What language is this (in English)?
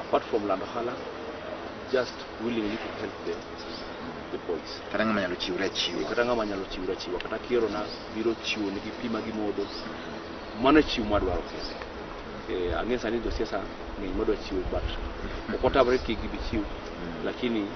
Luo (Kenya and Tanzania)